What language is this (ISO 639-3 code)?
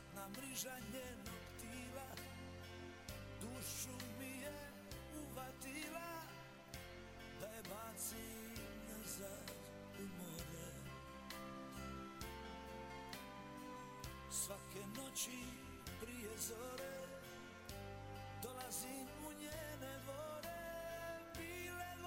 hrv